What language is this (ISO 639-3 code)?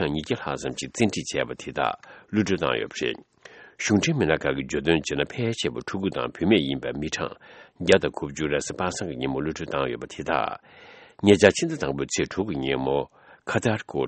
bod